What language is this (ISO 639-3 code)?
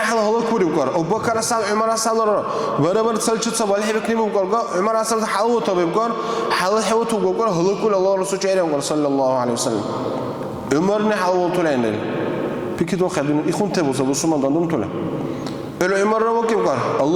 dar